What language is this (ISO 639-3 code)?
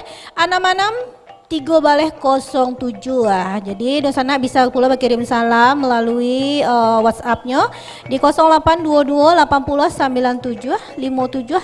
min